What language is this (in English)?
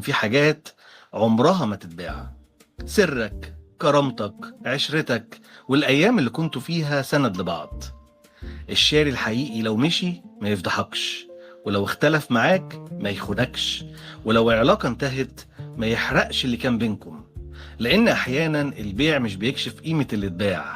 Egyptian Arabic